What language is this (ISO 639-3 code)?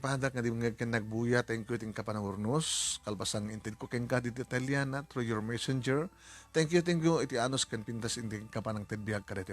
ilo